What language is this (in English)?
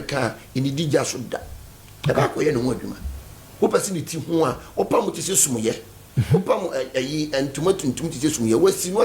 Akan